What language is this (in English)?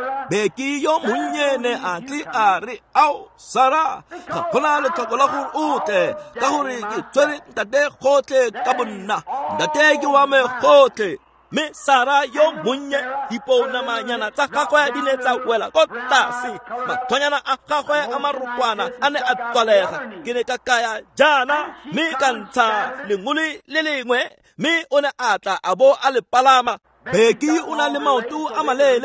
Tswana